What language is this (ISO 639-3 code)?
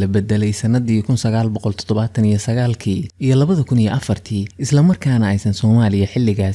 som